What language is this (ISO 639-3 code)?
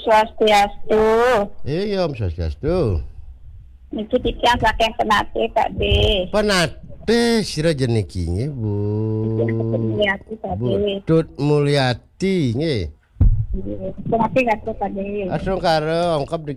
ban